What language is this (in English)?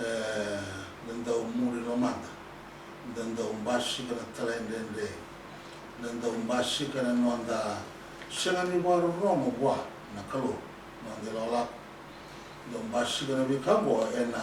Fijian